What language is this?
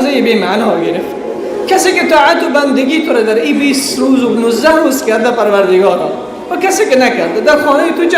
Tajik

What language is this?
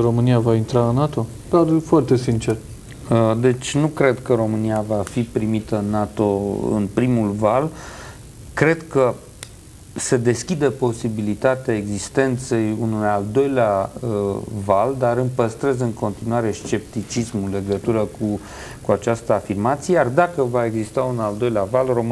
Romanian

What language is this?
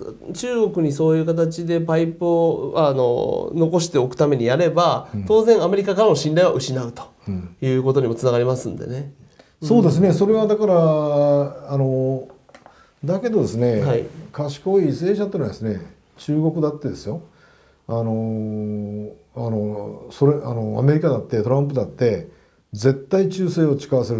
Japanese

